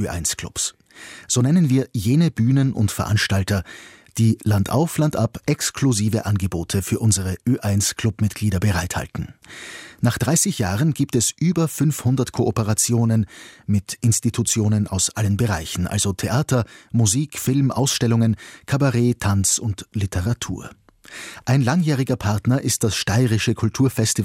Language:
German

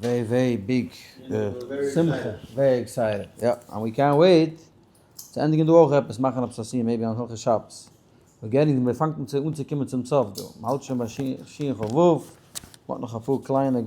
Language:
Yiddish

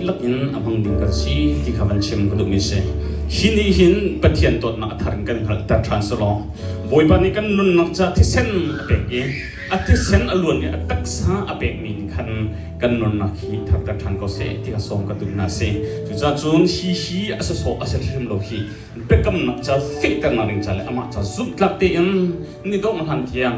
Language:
Hakha Chin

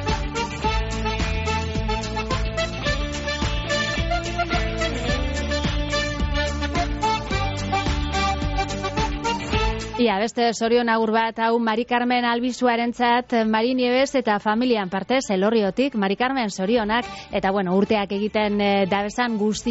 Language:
Basque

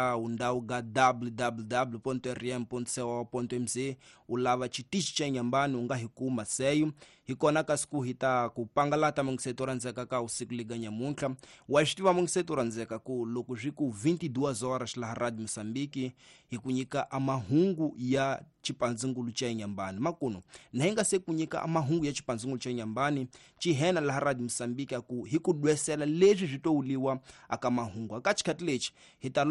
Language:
Tsonga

